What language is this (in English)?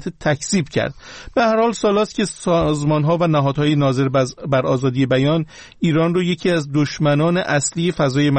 Persian